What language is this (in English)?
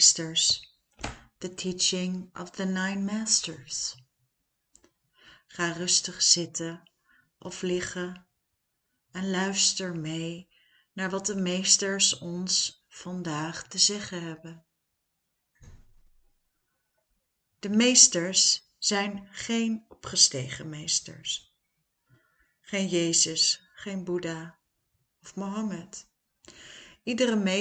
Dutch